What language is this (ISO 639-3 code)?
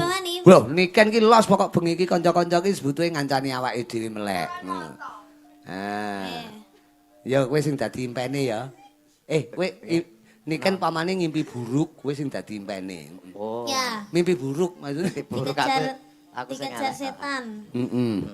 jav